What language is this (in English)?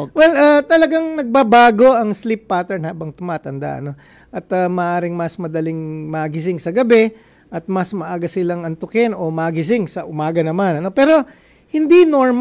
Filipino